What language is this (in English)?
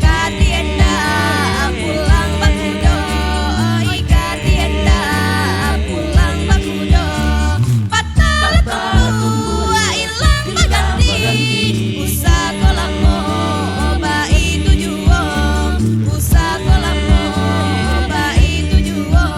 Minangkabau